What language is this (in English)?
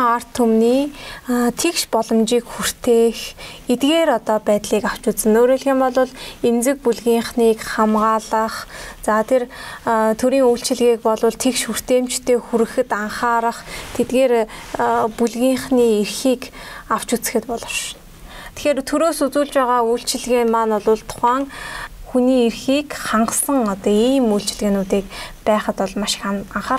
Mongolian